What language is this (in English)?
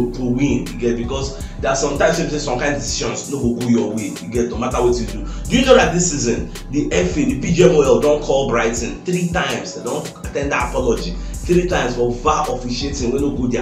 Nigerian Pidgin